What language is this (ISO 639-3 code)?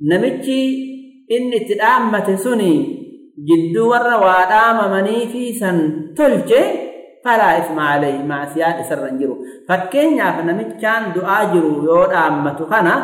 orm